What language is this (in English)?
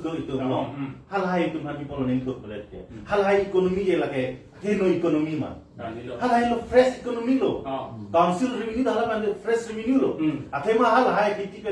Karbi